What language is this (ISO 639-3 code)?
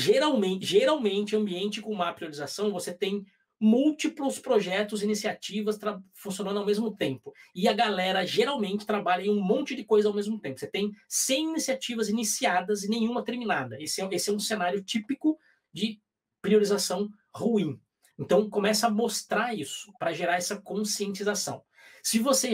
por